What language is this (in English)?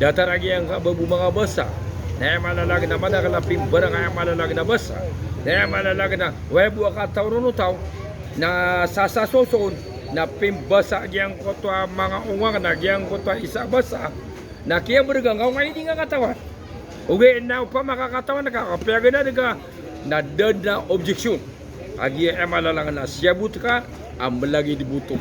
Maranao